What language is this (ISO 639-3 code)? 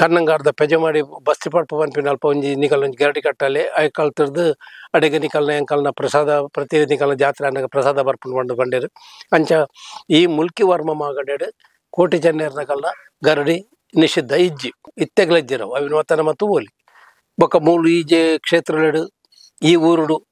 tcy